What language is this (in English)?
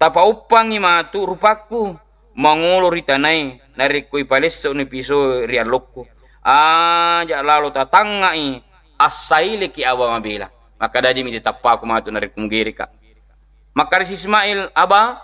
Buginese